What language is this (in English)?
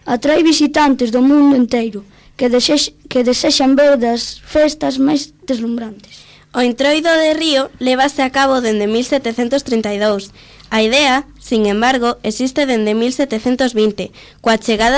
Galician